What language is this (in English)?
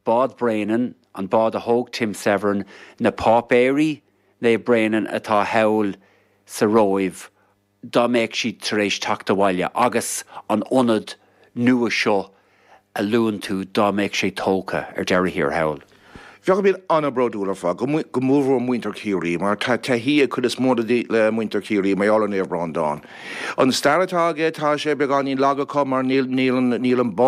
Irish